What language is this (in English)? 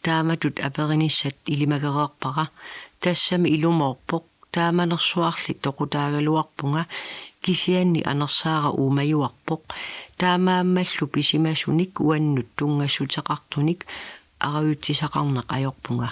Kalaallisut